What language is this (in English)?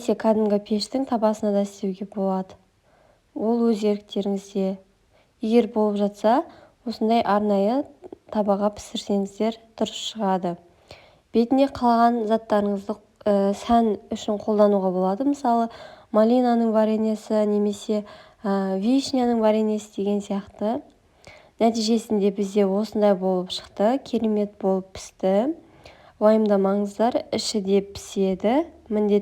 Kazakh